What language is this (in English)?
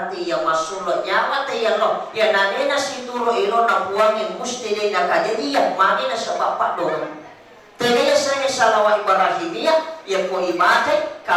Buginese